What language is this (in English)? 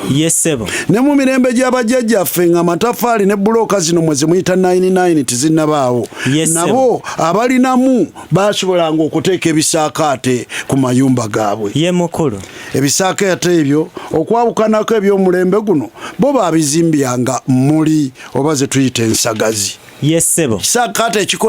Ganda